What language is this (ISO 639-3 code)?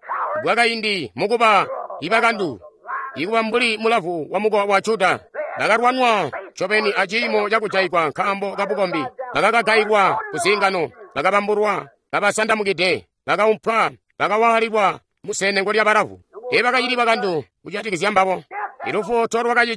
toi